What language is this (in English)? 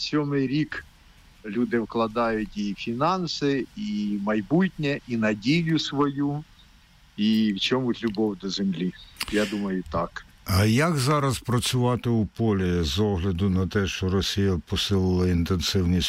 Ukrainian